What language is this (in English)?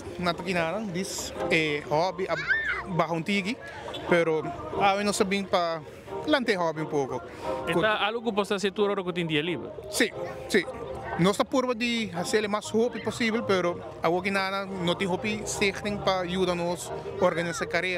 Papiamento